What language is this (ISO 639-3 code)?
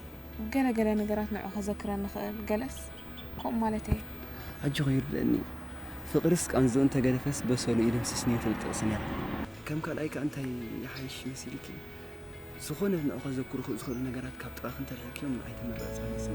tir